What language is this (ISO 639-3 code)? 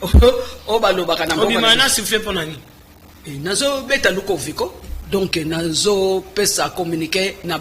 lin